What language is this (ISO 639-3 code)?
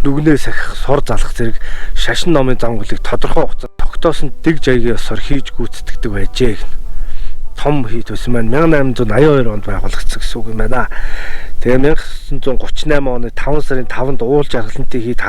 mon